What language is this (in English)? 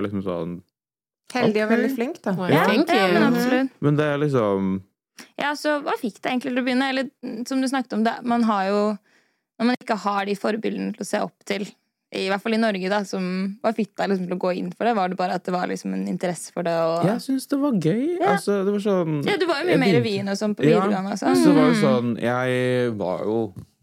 Norwegian